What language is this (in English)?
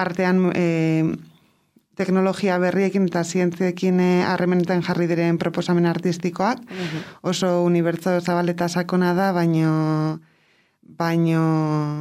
Basque